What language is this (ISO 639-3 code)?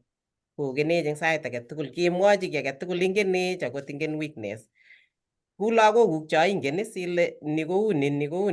kln